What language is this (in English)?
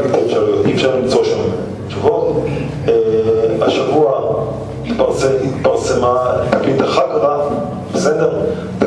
Hebrew